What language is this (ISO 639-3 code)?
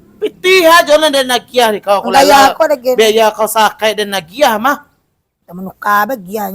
min